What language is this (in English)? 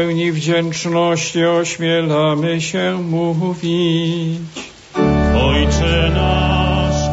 Polish